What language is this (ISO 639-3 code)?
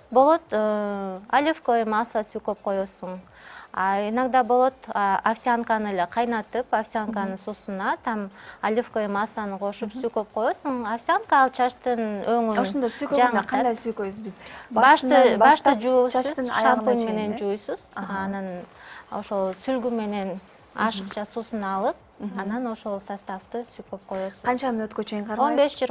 kir